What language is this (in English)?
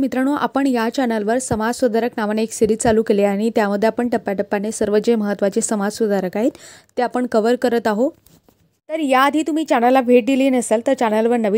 Marathi